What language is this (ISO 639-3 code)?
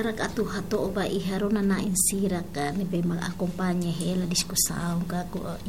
tet